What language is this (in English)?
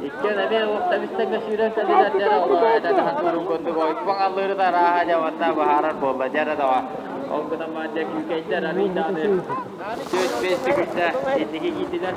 Yakut